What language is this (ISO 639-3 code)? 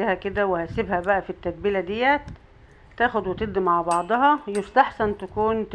arz